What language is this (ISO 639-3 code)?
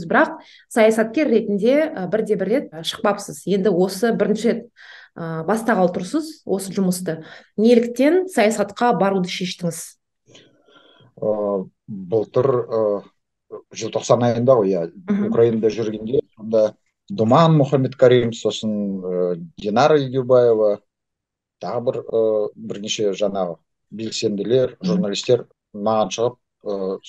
kaz